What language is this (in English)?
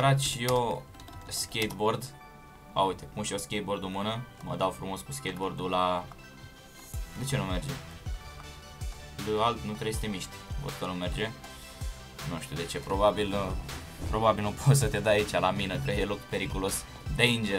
Romanian